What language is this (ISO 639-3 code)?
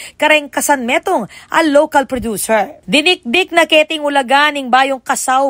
pam